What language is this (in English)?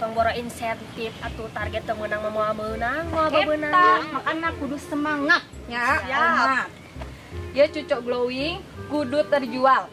Sundanese